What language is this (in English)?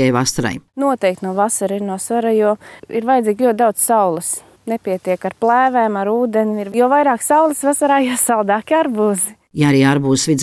Latvian